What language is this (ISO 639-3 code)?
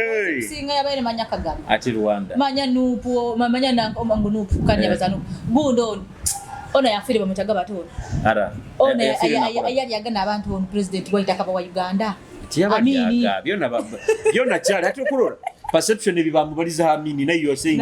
nyo